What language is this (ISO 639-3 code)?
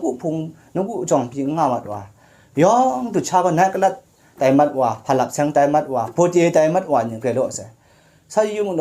kac